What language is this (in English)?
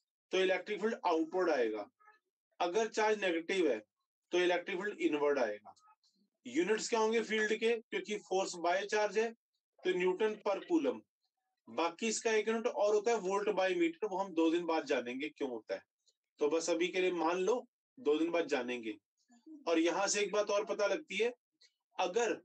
Hindi